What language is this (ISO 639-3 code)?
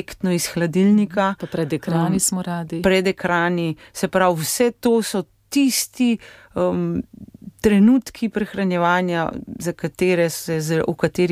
slv